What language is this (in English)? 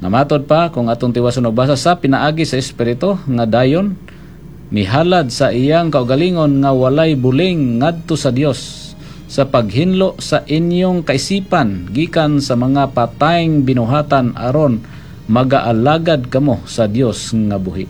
Cebuano